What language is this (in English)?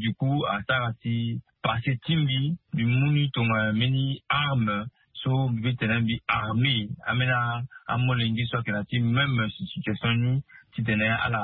Sango